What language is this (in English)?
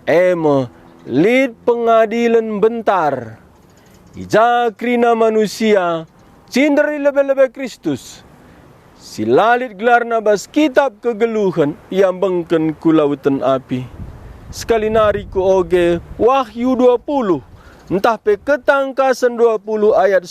Batak Karo